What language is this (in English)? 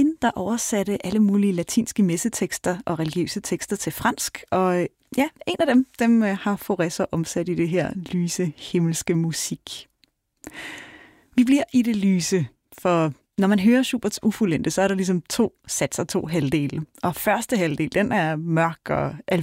Danish